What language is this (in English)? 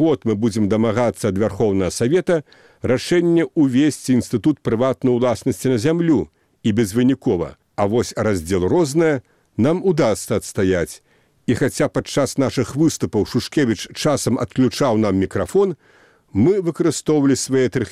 Belarusian